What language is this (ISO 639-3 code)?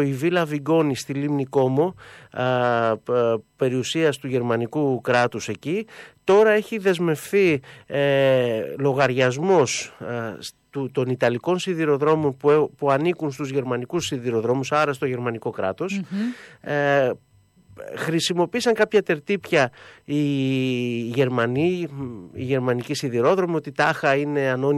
ell